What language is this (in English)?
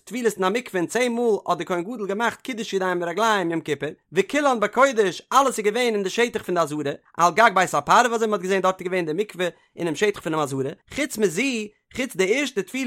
Yiddish